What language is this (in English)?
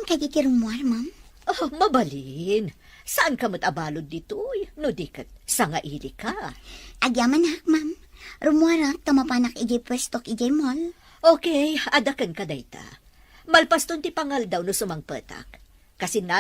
Iloko